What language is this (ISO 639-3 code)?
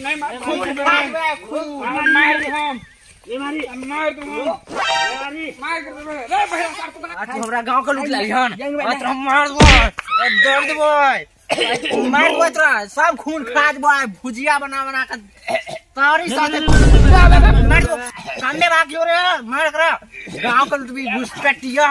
mai